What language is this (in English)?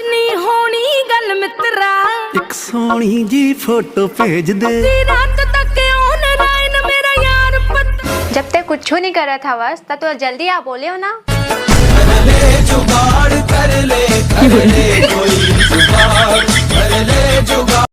Chhattisgarhi